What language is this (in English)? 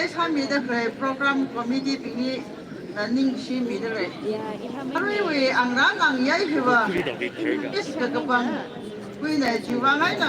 Tangkhul Naga (India)